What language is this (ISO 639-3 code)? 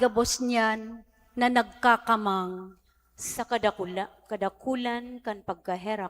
bik